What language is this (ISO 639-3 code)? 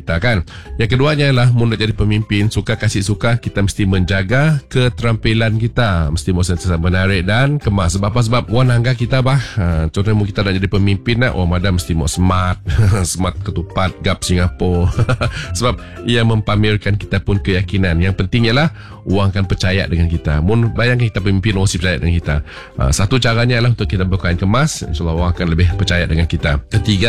msa